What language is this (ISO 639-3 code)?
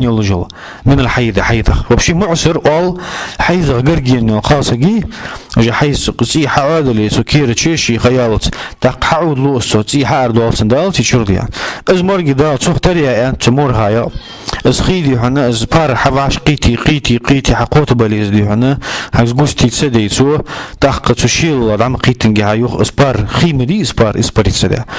inh